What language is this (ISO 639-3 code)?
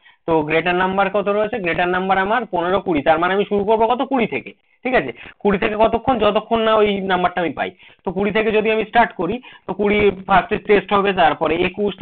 ben